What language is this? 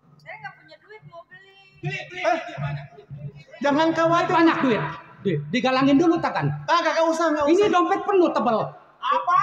Betawi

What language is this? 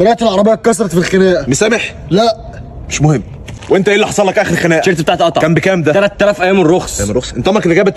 Egyptian Arabic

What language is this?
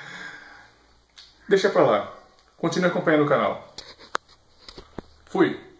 Portuguese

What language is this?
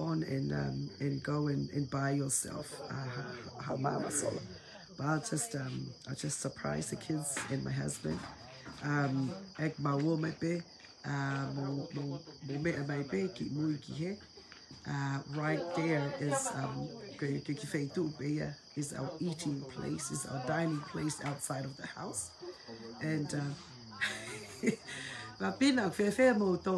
Tongan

